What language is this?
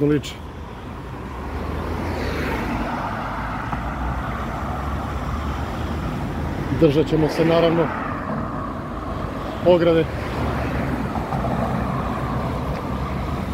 Serbian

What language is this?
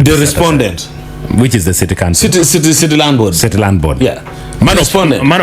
Acoli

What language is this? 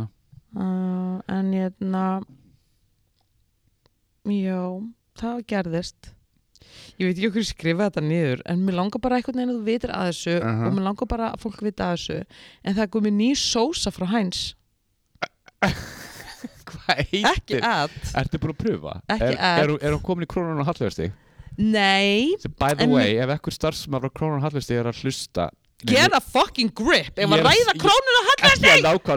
Icelandic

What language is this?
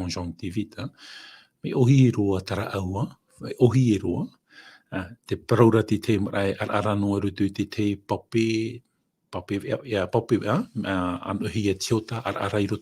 Tahitian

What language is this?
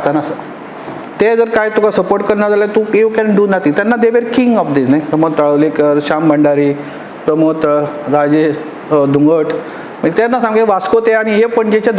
Konkani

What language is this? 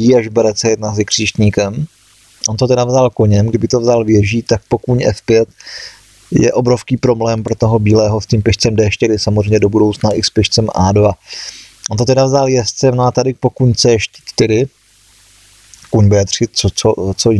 Czech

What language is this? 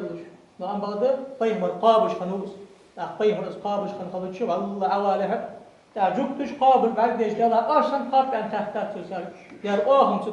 Ingush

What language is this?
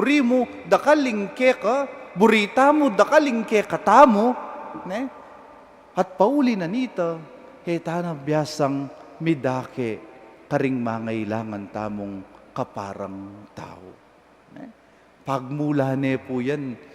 Pampanga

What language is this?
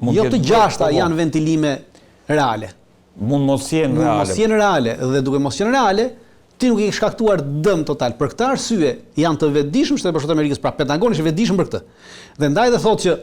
Albanian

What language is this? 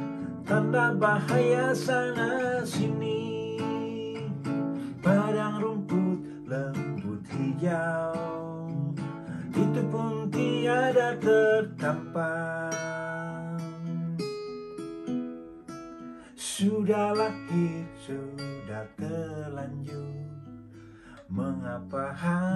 Indonesian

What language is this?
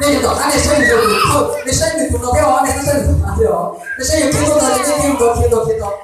Hmong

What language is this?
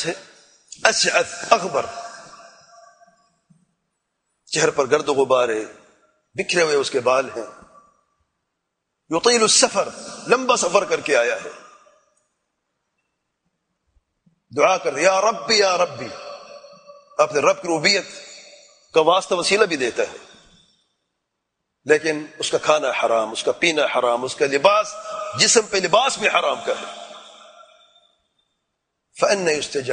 Urdu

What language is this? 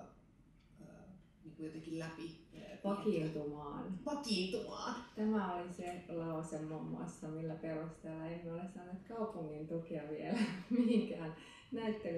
Finnish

